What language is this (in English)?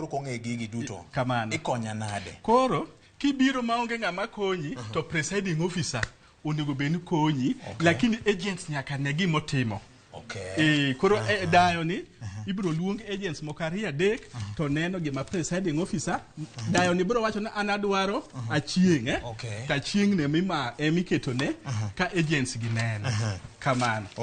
Luo (Kenya and Tanzania)